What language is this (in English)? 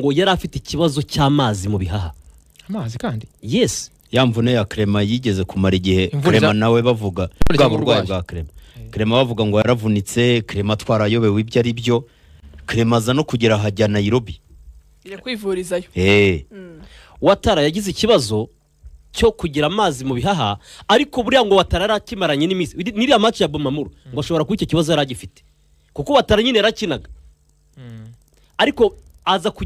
Kinyarwanda